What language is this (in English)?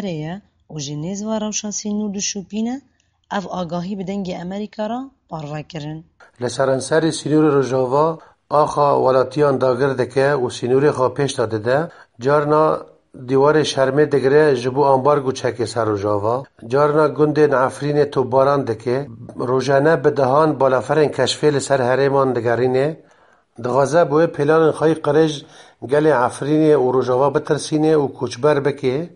Kurdish